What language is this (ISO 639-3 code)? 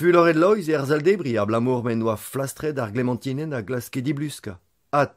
bre